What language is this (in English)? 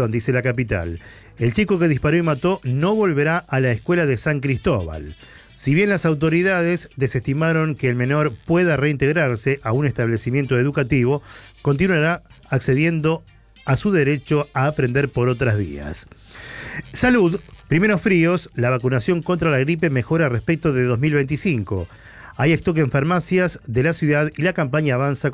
Spanish